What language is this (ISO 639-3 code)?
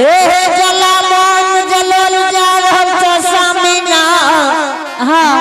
anp